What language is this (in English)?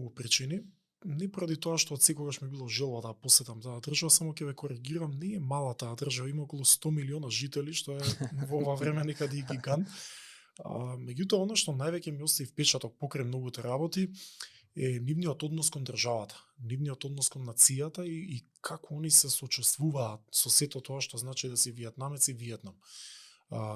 Macedonian